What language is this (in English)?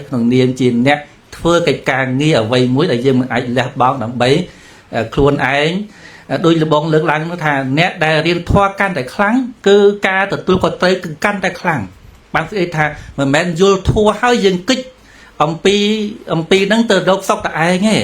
Khmer